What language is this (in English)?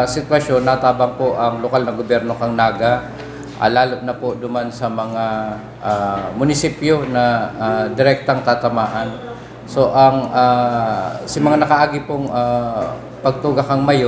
Bikol